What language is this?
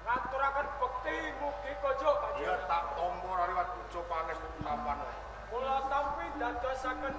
Javanese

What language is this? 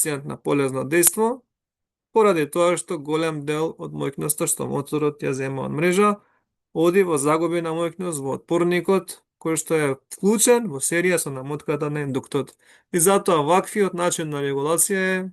Macedonian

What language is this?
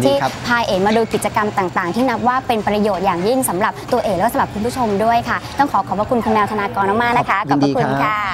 Thai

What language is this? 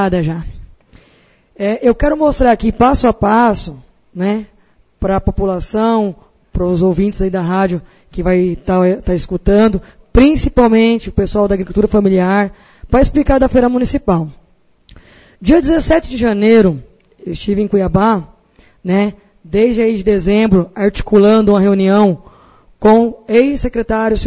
Portuguese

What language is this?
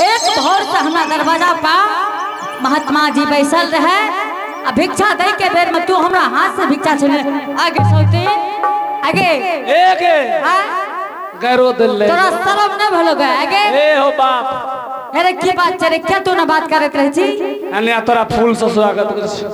Angika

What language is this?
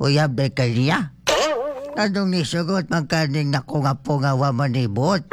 Cebuano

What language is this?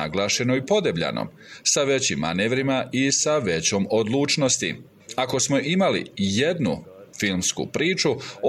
Bosnian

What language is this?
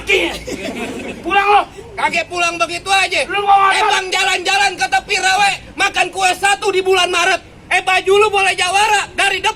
Betawi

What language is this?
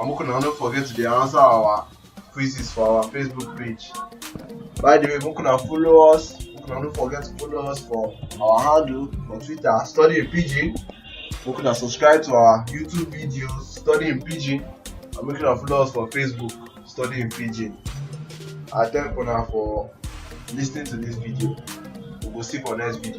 Nigerian Pidgin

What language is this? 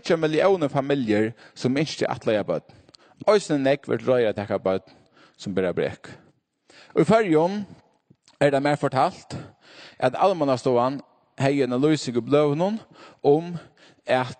Faroese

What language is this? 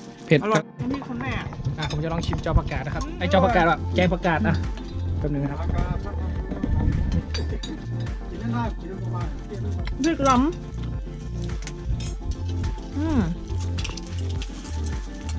Thai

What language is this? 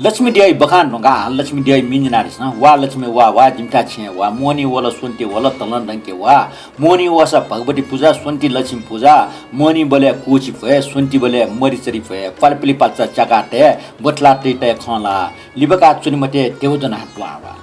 Newari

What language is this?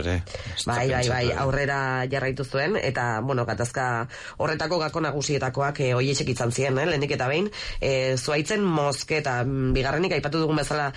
Basque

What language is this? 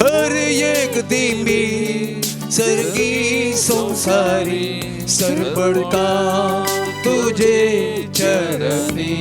Konkani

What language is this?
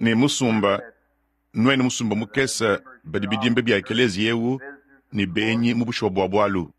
Luba-Lulua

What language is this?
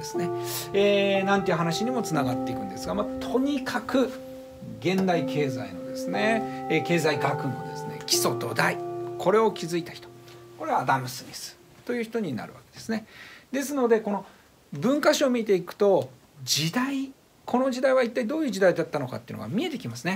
Japanese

